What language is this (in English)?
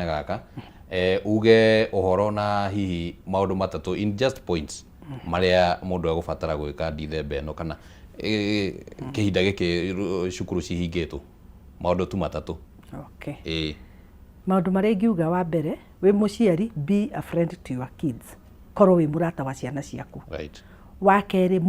Kikuyu